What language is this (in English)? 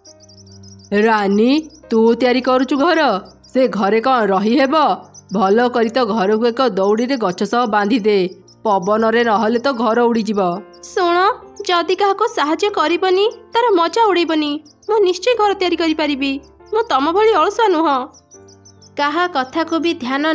Odia